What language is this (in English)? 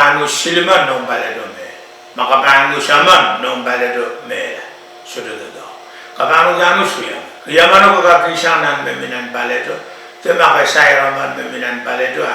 Pohnpeian